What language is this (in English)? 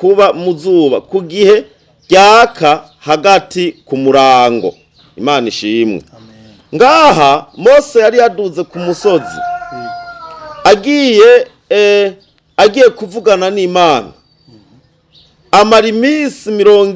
Rundi